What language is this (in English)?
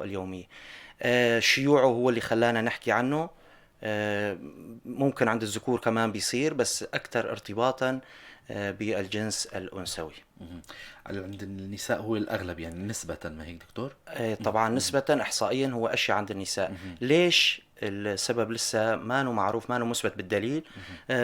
North Levantine Arabic